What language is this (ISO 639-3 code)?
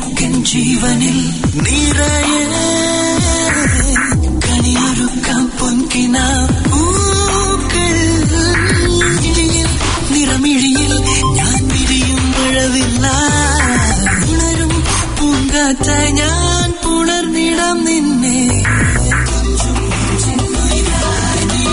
mal